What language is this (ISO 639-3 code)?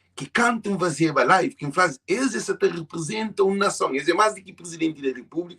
kea